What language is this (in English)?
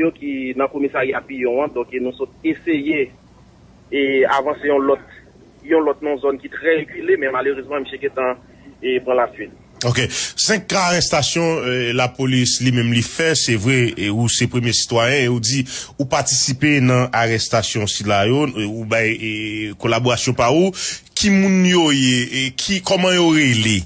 Haitian Creole